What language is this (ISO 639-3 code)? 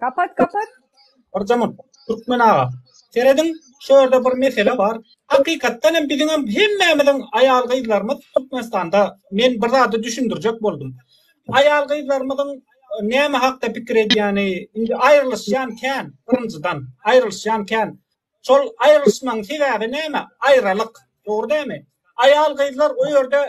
tuk